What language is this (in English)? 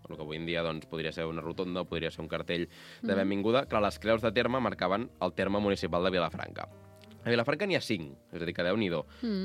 Catalan